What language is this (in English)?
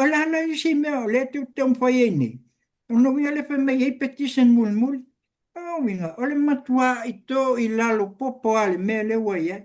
Samoan